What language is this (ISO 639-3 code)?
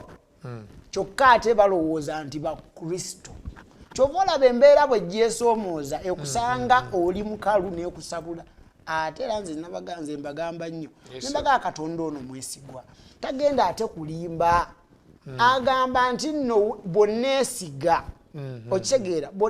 lug